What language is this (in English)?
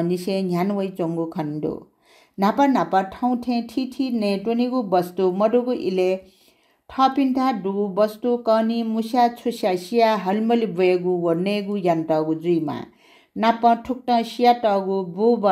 Newari